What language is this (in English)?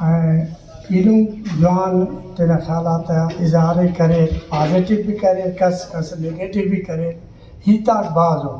Brahui